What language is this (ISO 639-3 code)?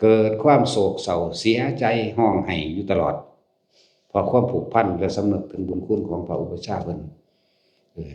lao